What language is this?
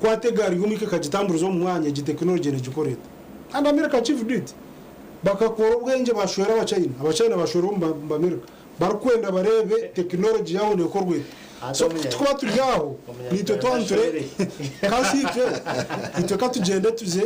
Nyankole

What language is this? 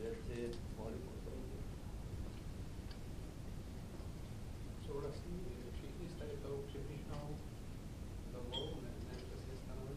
Czech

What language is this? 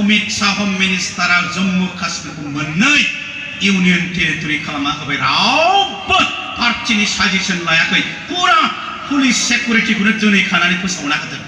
Bodo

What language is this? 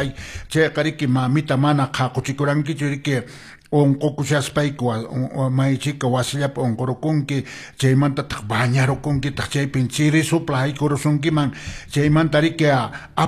Quechua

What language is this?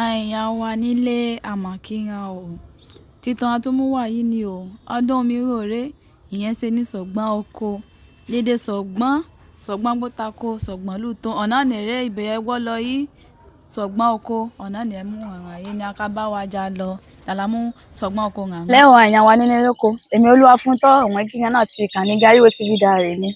Yoruba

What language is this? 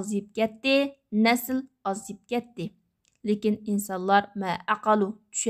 Uyghur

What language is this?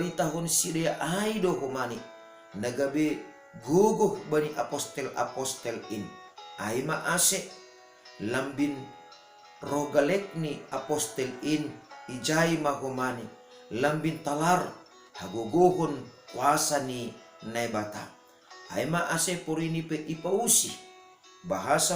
Batak Simalungun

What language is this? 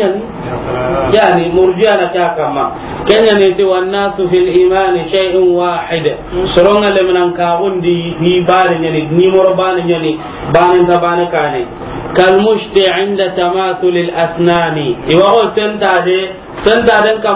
Soninke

